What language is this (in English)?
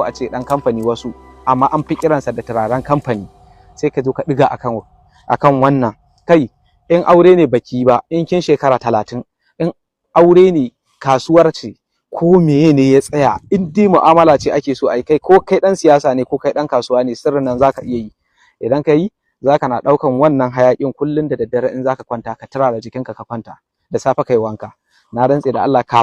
Hausa